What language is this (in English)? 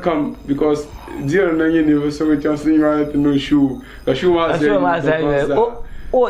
Dagbani